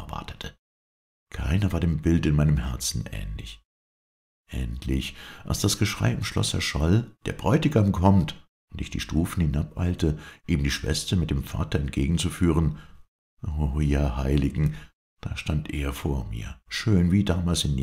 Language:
German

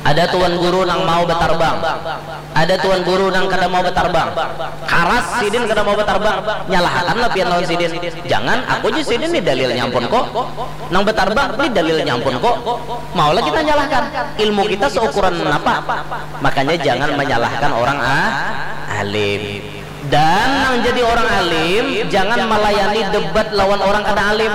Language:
Banjar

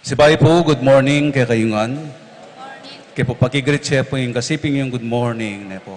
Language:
Pampanga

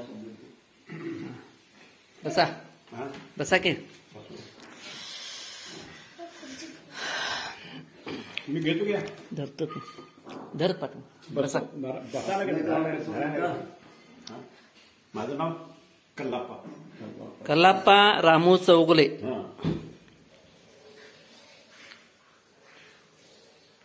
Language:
Marathi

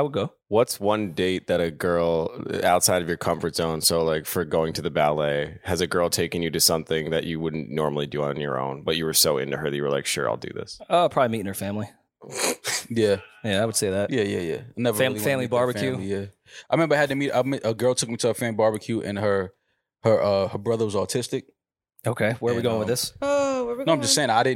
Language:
English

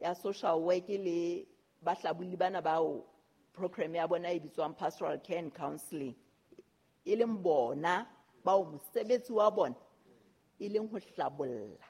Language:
Southern Sotho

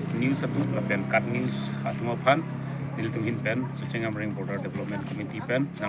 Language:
Karbi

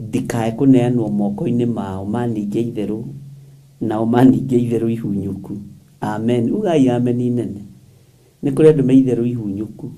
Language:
Kikuyu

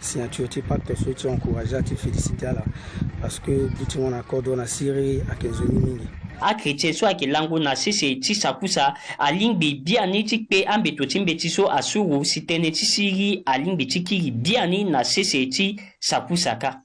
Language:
Sango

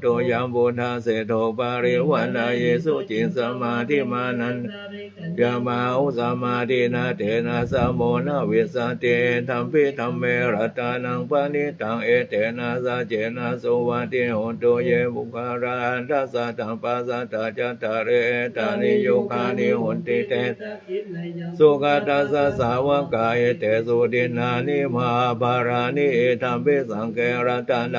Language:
Pali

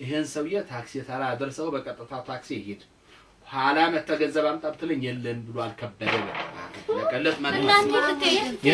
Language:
Amharic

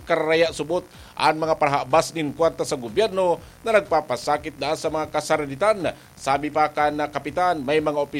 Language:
Bikol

